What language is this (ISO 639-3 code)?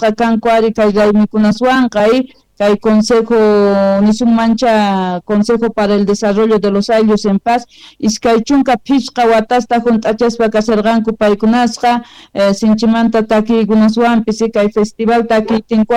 quh